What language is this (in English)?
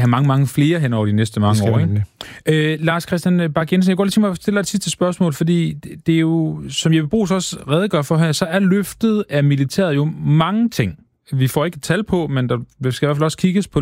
Danish